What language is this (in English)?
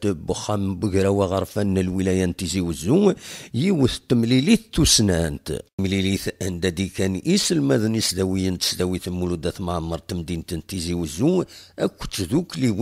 Kabyle